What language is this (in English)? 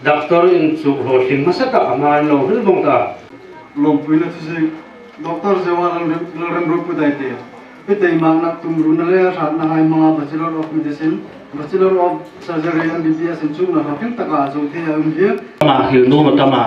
Hmar